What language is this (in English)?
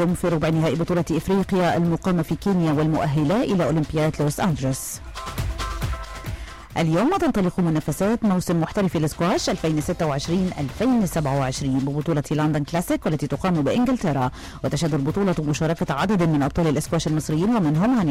Arabic